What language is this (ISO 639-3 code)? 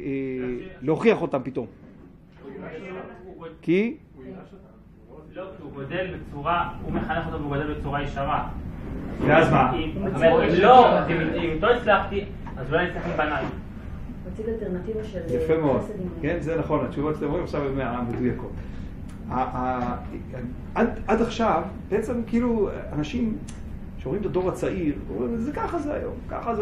heb